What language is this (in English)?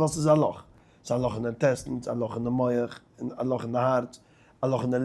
Yiddish